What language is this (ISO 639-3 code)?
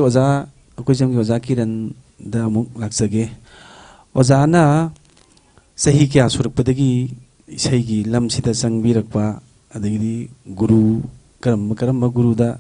mni